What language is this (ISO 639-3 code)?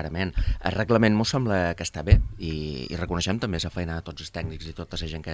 cat